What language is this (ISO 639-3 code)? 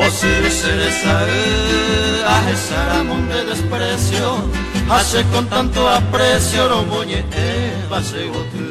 grn